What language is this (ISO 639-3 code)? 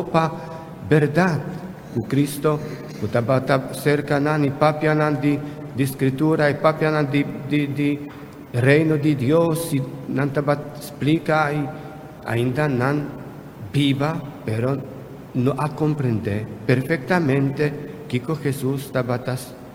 pap